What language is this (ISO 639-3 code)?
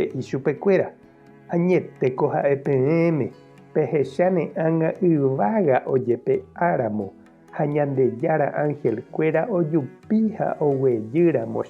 grn